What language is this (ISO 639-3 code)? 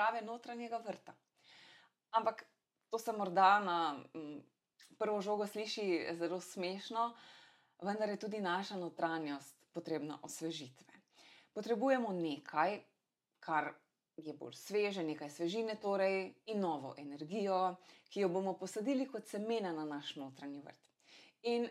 slv